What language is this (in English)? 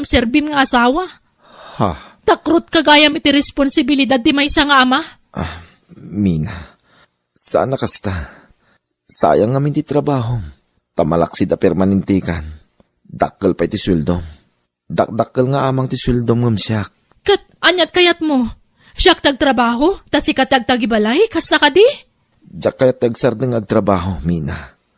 Iloko